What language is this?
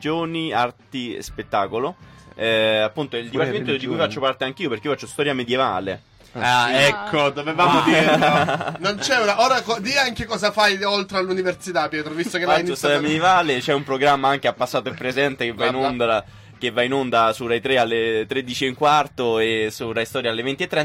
Italian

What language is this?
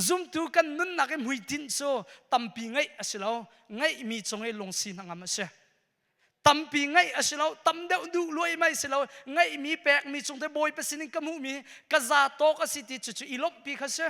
Hakha Chin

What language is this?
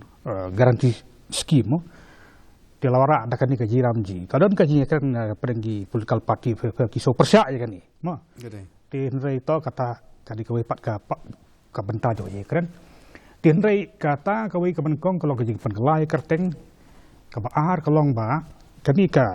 Khasi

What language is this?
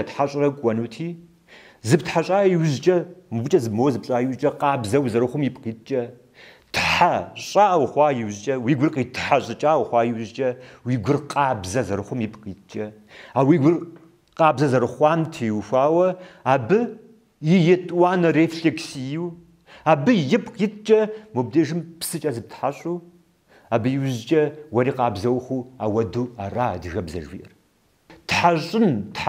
Kabardian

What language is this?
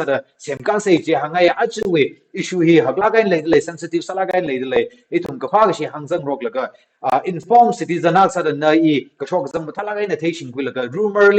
Tangkhul Naga (India)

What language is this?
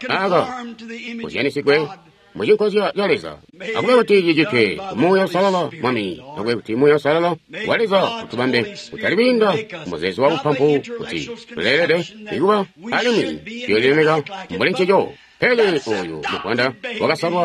Tonga (Zambia)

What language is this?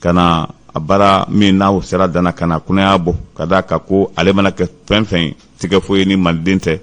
Bambara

